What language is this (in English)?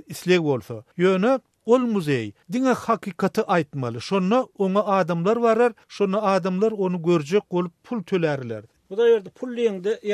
Turkmen